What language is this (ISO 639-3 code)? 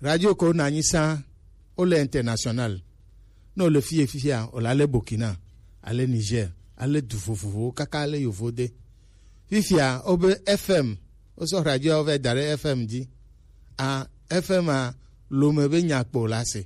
gej